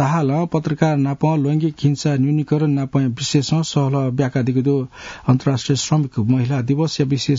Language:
Newari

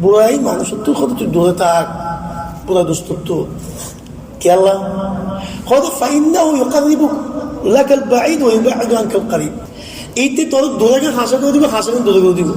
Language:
Rohingya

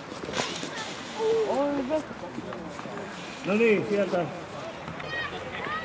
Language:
Finnish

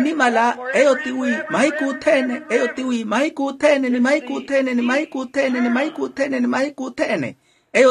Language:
Makhuwa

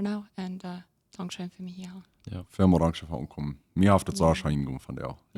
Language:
Plautdietsch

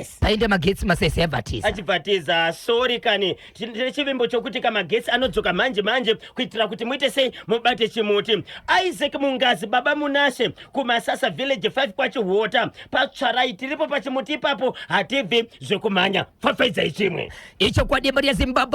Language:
Shona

